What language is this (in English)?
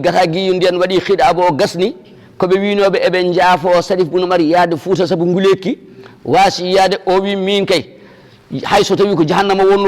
Fula